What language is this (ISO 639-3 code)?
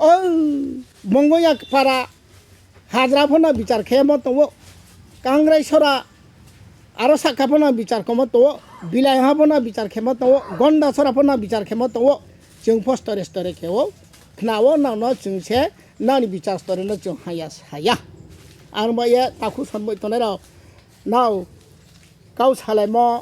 trp